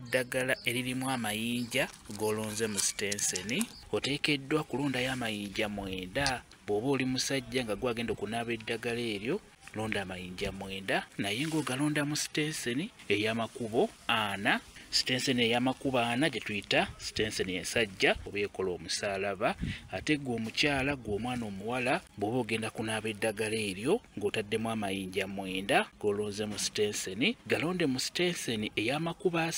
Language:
Ganda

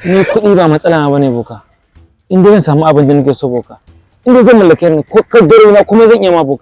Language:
Hausa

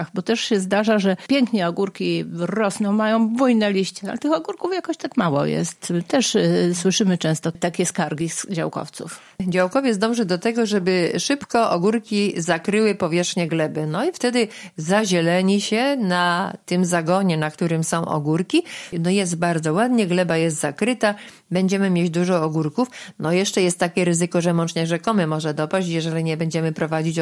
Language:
Polish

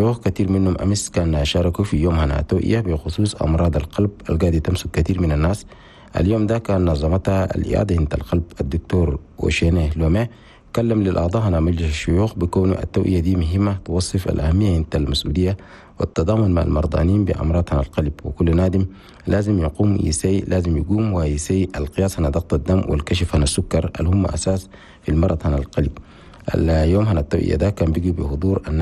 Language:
Chadian Arabic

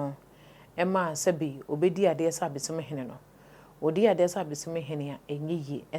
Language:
Akan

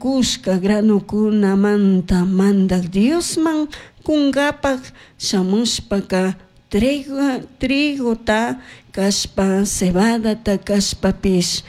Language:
Chimborazo Highland Quichua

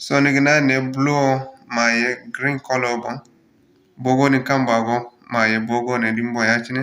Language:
Zarma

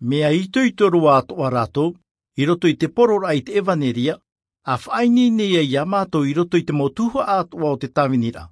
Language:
Tahitian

